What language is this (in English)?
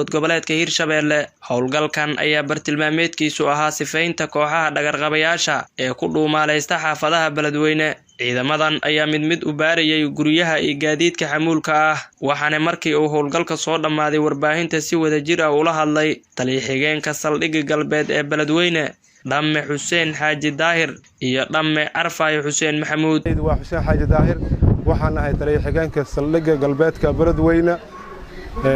Somali